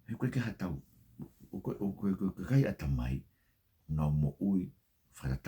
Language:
Tongan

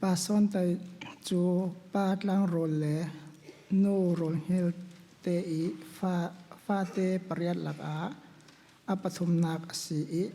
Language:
Falam Chin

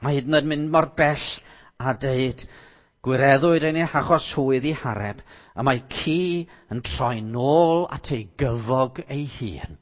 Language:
Welsh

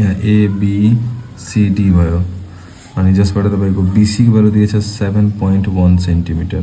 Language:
Nepali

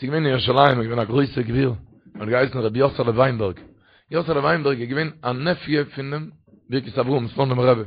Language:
Yiddish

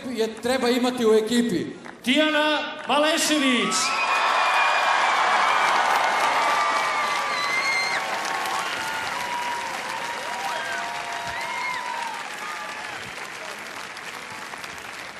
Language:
Serbian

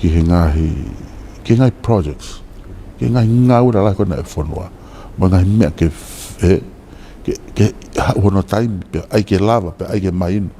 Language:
Tongan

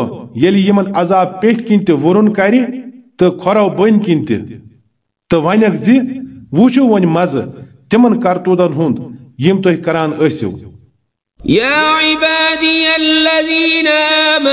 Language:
Kashmiri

